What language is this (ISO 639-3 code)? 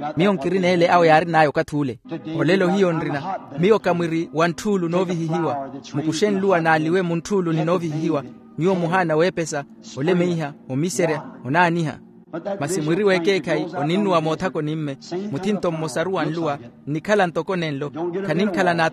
vmw